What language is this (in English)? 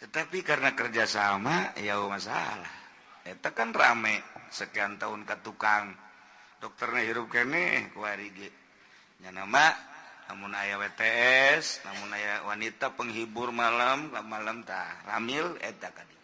Sundanese